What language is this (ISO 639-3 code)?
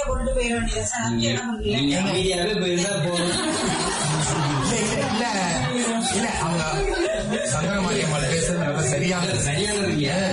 tam